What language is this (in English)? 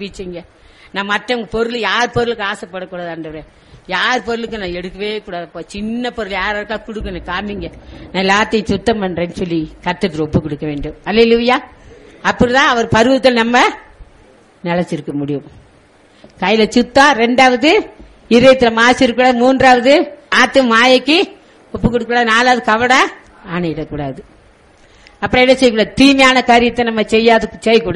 Tamil